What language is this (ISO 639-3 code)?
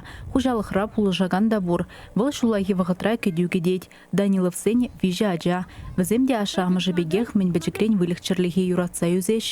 chv